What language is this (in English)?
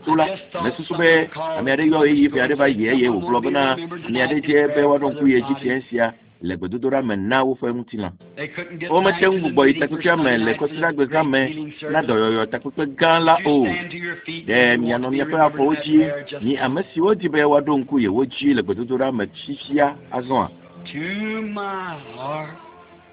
Ewe